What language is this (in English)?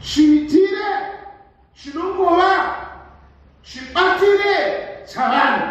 Shona